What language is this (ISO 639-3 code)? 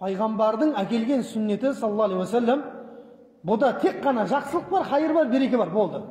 kaz